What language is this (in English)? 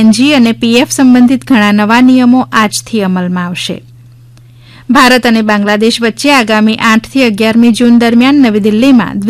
Gujarati